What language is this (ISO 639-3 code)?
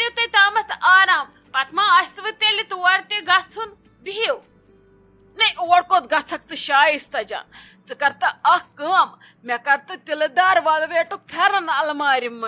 kas